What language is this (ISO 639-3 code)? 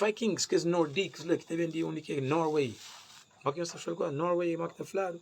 kea